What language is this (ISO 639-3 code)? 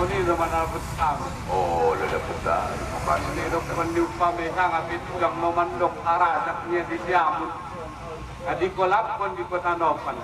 akb